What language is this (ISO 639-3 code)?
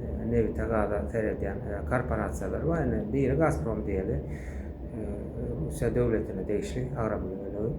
tuk